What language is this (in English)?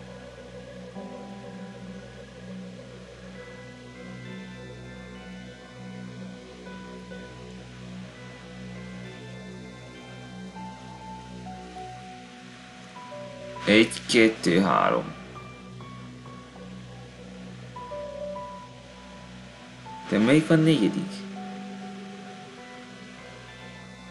Hungarian